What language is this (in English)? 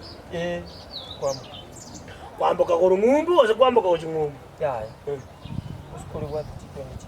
Gusii